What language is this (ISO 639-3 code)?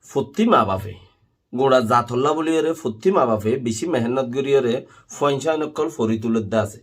rhg